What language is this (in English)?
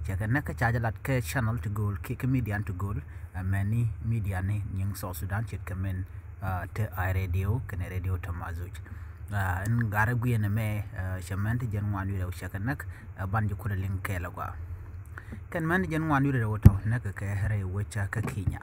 Nuer